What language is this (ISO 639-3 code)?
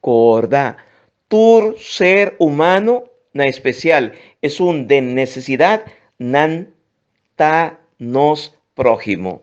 pap